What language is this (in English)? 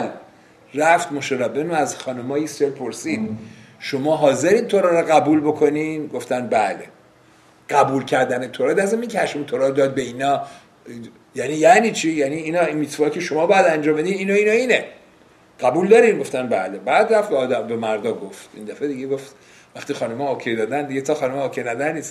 Persian